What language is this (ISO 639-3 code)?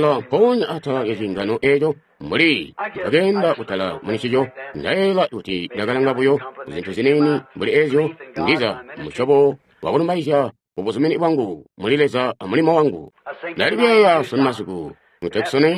toi